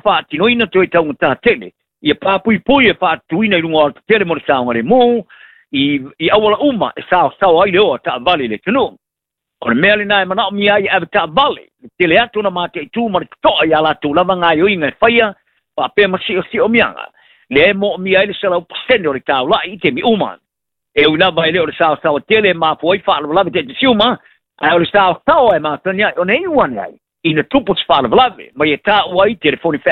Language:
Samoan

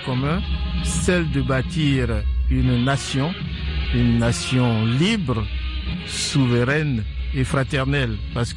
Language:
French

